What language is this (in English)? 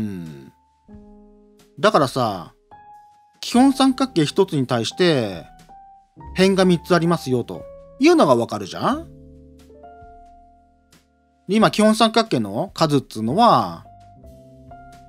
Japanese